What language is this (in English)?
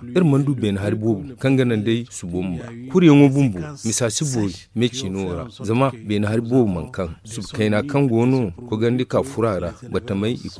Zarma